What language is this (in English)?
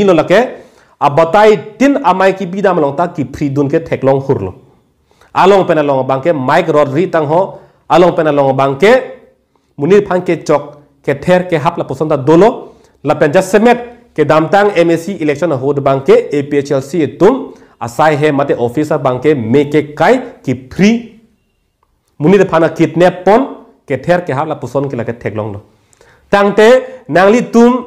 Karbi